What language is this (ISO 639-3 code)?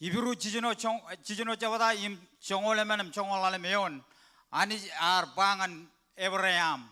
mah